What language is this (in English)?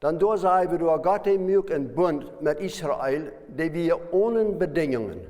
Plautdietsch